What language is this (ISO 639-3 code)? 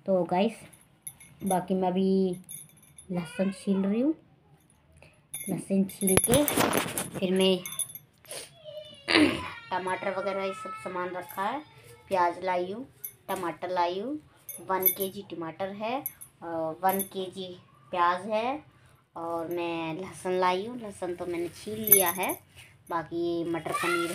hin